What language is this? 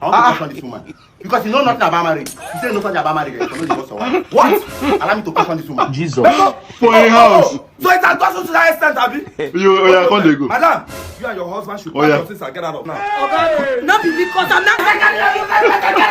Nigerian Pidgin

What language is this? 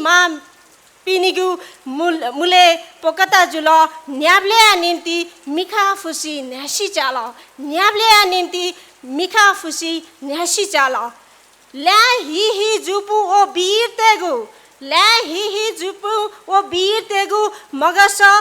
Newari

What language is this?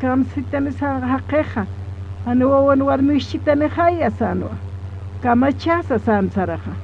Aymara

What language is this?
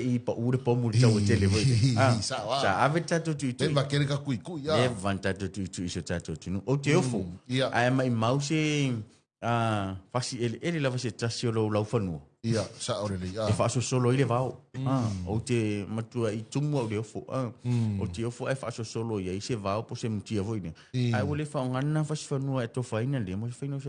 Samoan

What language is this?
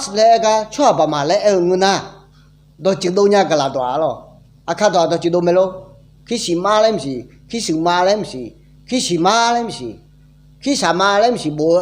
Akha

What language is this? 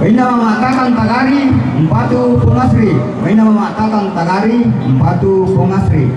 Toraja-Sa'dan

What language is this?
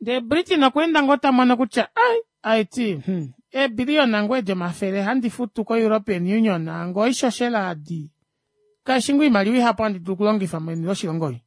Kuanyama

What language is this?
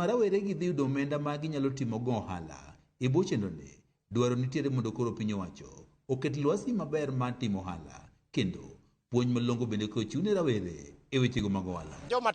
Luo (Kenya and Tanzania)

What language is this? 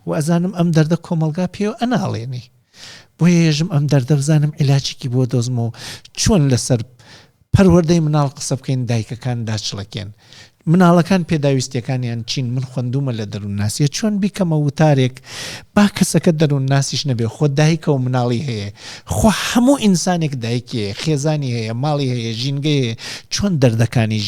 Central Kurdish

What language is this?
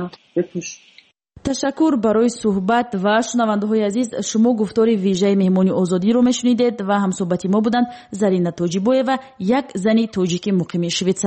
Tajik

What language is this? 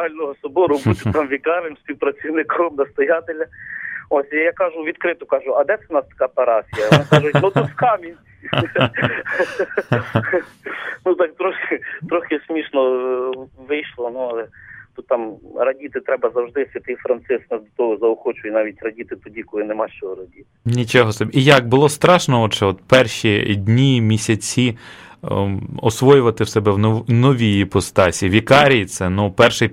Ukrainian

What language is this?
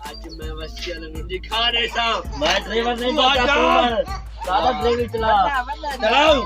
Saraiki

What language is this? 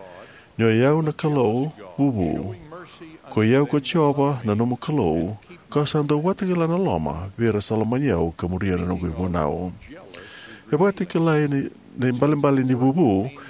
Fijian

